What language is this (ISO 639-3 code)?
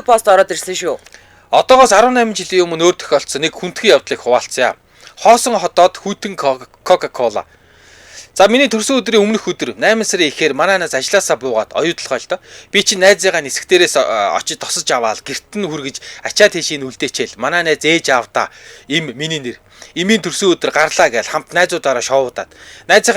mon